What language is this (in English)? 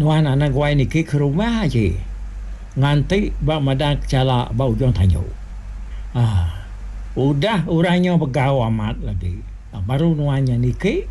Iban